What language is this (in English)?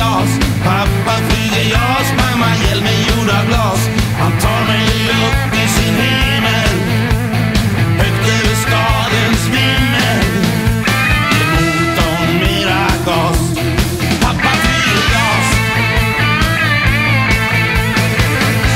Swedish